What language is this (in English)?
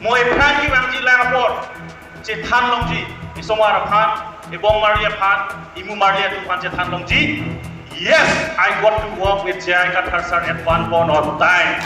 Karbi